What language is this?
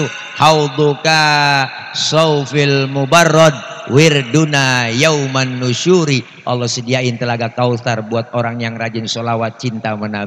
Betawi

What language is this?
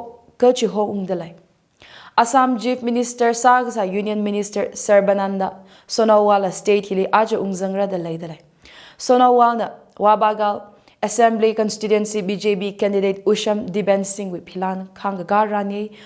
Tangkhul Naga (India)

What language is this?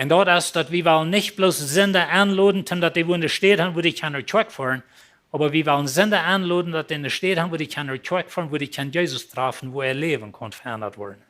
Plautdietsch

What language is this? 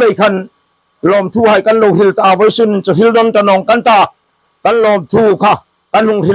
Hmar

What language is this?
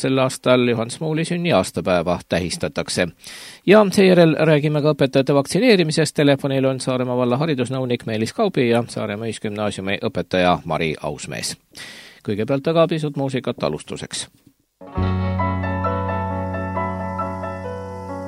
Estonian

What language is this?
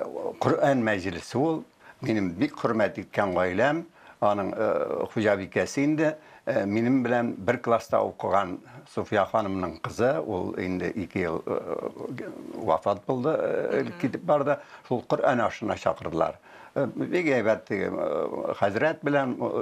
Tatar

